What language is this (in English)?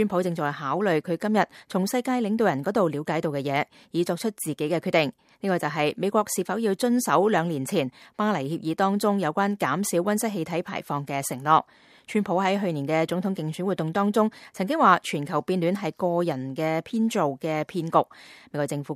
Cantonese